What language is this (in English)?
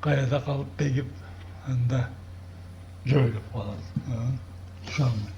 Karachay-Balkar